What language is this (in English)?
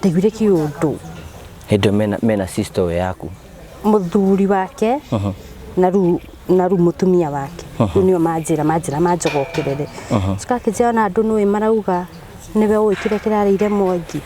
Kikuyu